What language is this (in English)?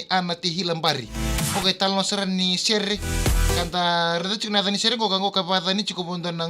Fijian